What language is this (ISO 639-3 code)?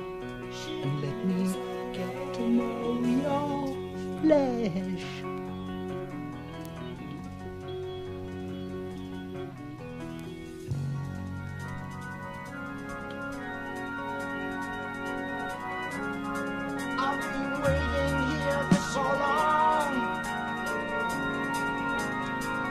eng